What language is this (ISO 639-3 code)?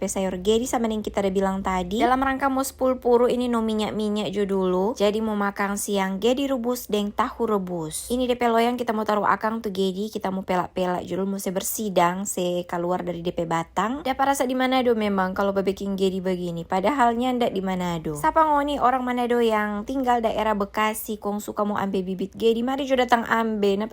xmm